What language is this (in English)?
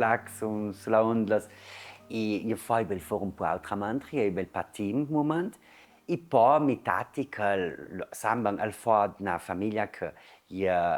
Ladin